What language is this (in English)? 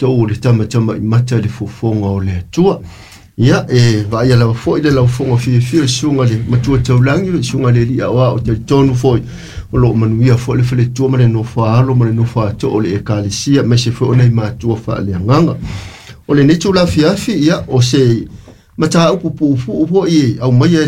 Samoan